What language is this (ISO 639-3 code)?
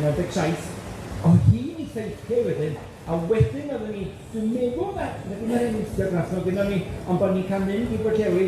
cym